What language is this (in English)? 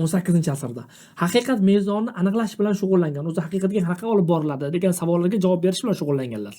Uzbek